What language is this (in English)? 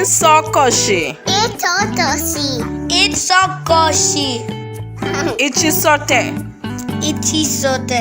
Bemba